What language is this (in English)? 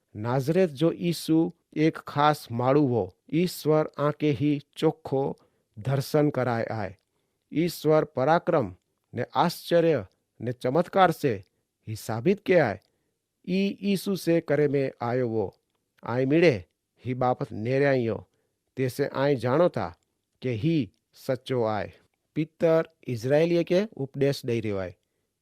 Kachhi